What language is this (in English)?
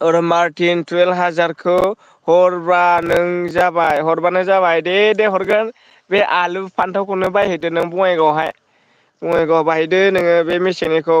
Bodo